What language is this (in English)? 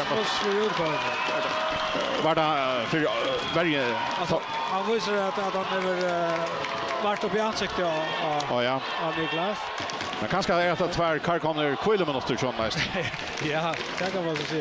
Faroese